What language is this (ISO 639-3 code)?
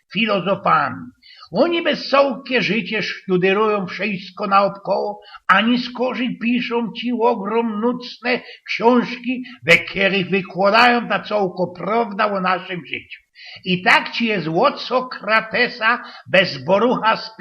szl